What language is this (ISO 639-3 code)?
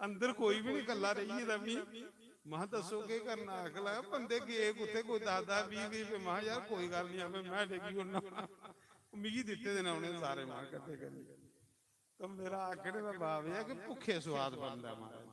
doi